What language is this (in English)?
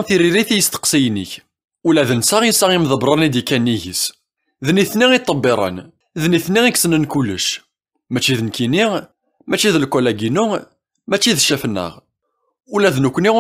Kabyle